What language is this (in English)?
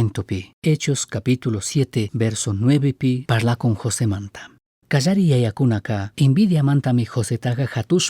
Chimborazo Highland Quichua